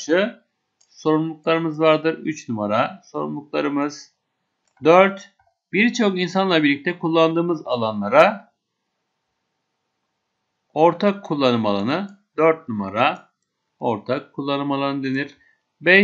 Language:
Turkish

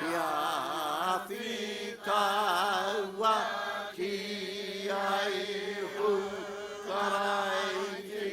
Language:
Māori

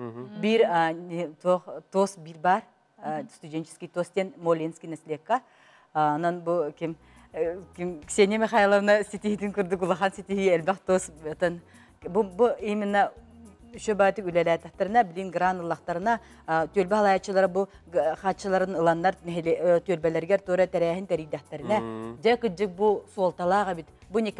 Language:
Yakut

